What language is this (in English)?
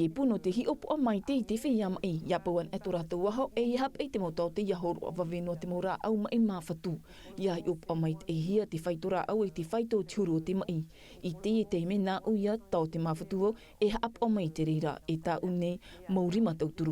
Tahitian